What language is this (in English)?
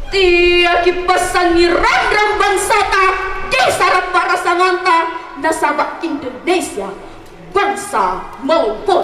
Makasar